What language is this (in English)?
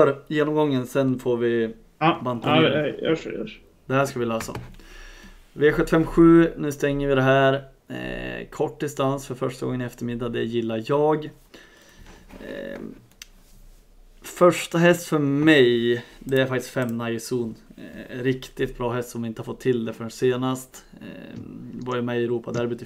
Swedish